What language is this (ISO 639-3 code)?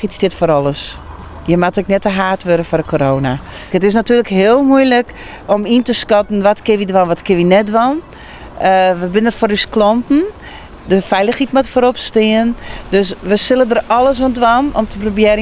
fry